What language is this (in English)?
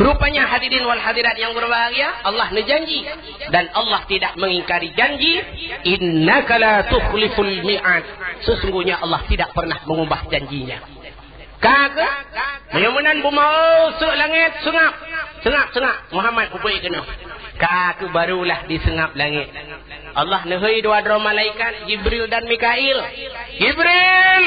Achinese